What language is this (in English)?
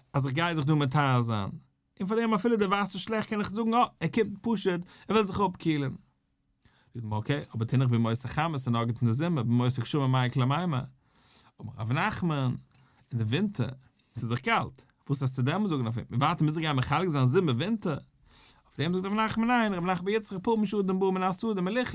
Yiddish